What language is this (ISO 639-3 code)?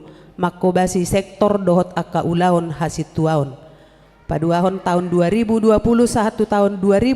bbc